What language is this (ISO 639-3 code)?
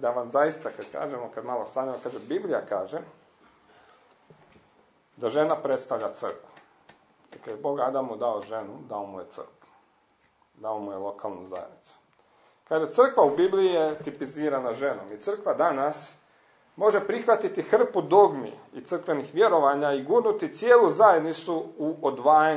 hrv